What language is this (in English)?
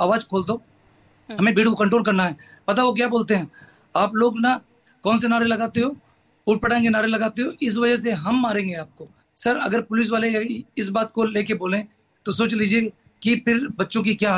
Hindi